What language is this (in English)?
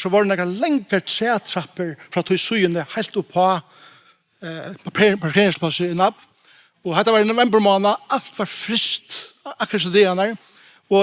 Faroese